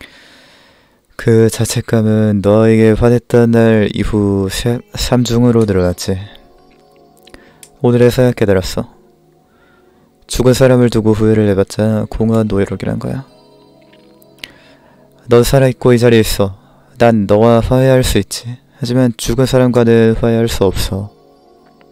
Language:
Korean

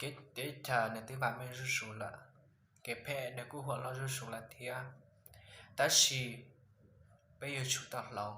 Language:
Hmong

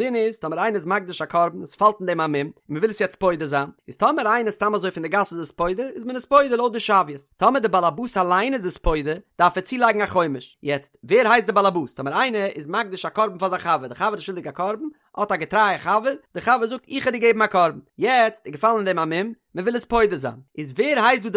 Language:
Yiddish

